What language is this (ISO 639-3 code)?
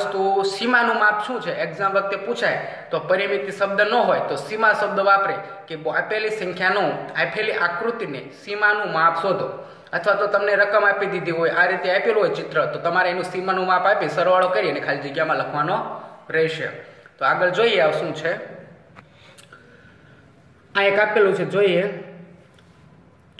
guj